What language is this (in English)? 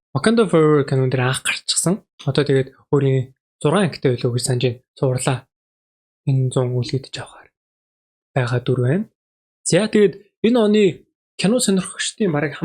Mongolian